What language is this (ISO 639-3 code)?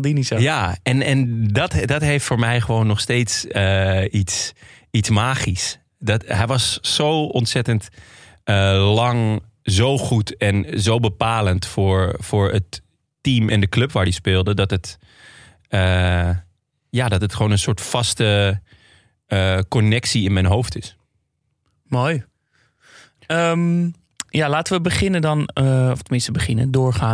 nld